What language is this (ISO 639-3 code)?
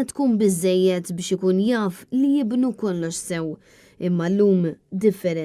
mlt